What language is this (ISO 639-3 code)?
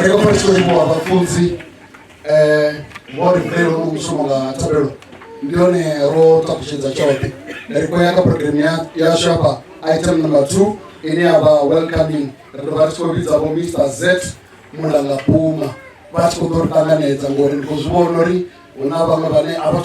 ven